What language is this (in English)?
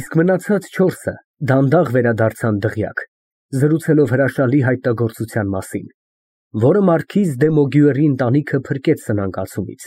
Armenian